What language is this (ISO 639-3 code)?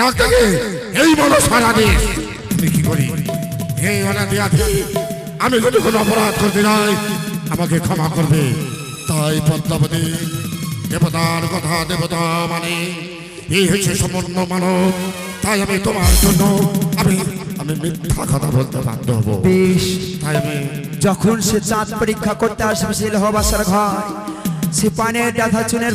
ben